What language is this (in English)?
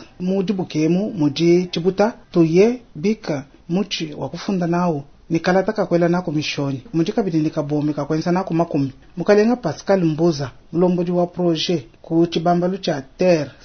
Luba-Lulua